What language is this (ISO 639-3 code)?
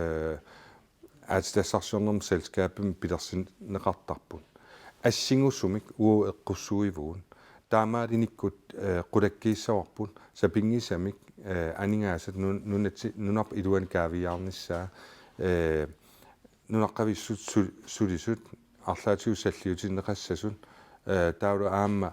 kal